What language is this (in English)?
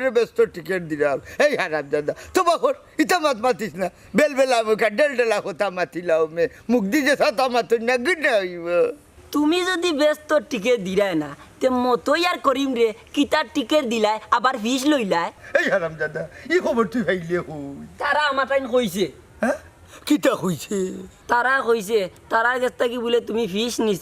Sylheti